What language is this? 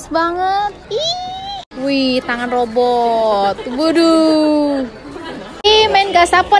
Indonesian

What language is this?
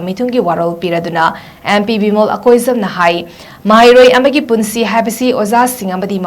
Manipuri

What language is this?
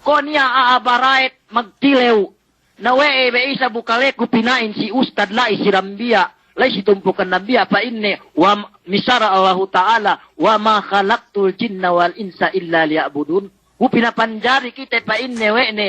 Yakan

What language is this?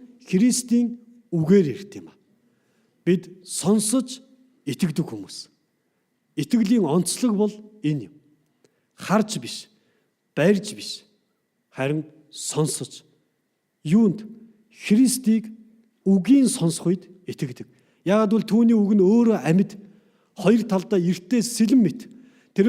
Mongolian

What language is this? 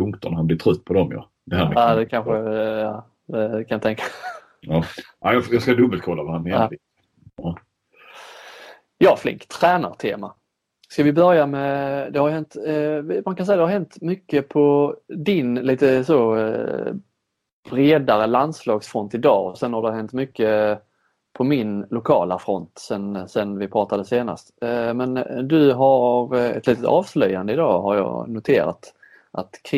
Swedish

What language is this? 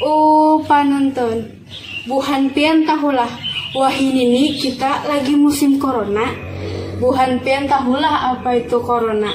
Banjar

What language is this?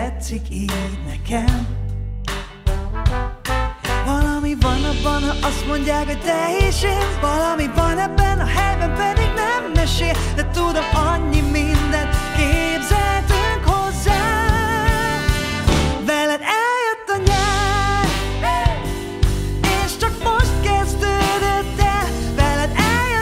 Hungarian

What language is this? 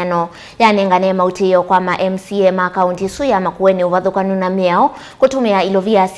Kamba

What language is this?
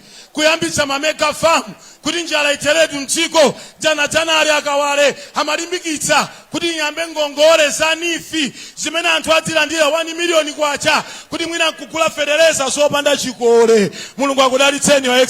Nyanja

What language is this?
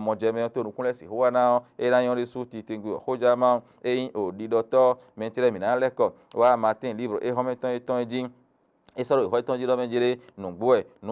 Fon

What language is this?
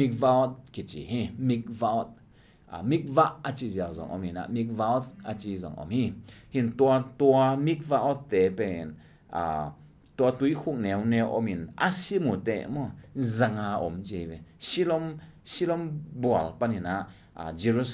Tedim Chin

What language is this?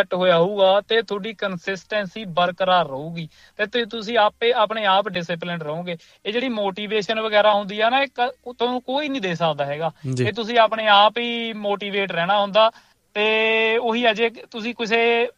Punjabi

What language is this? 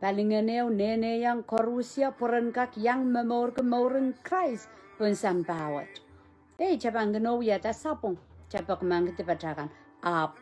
Pohnpeian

